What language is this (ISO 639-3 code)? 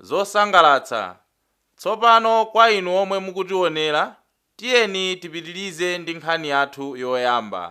nya